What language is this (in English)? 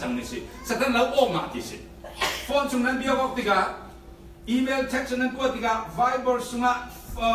Falam Chin